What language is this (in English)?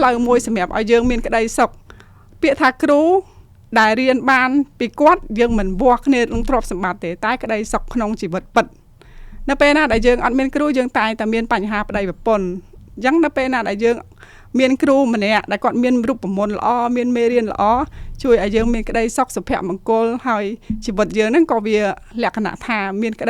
Khmer